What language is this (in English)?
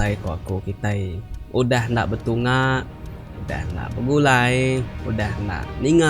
Iban